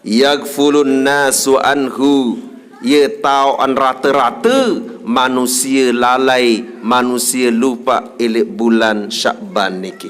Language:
Sasak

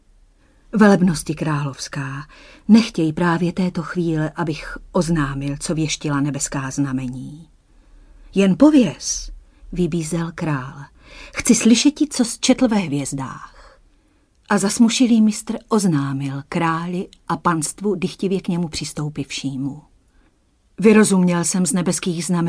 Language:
Czech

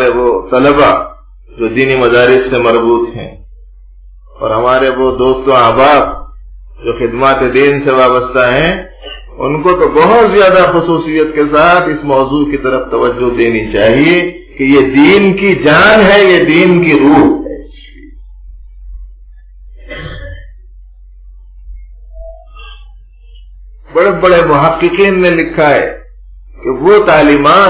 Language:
Urdu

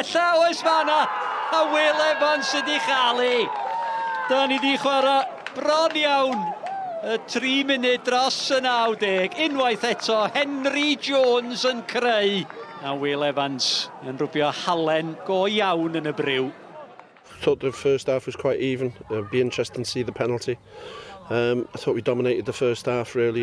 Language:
Welsh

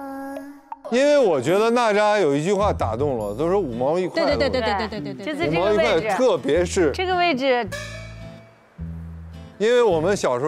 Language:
Chinese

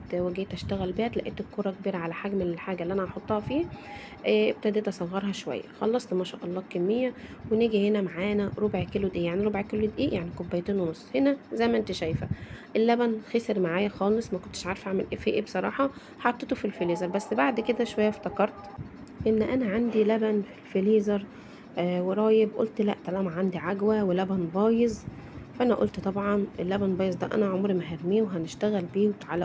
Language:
Egyptian Arabic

